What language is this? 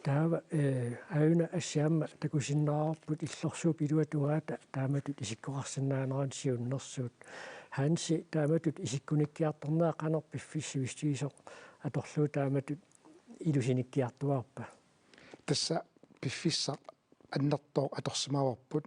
Kalaallisut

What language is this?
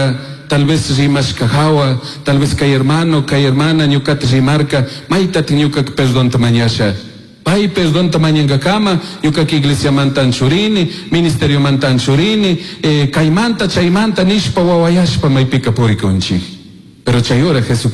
Chimborazo Highland Quichua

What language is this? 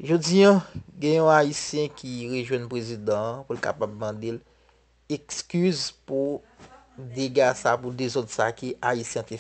Haitian Creole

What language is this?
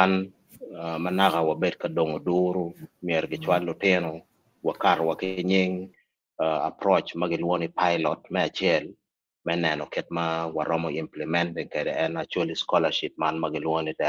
Acoli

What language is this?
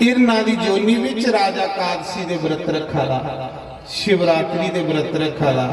Dogri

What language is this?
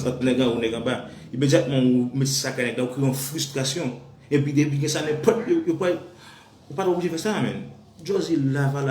Haitian Creole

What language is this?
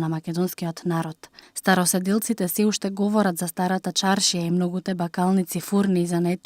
Macedonian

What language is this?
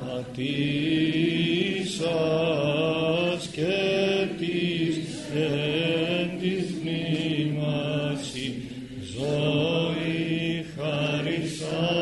Greek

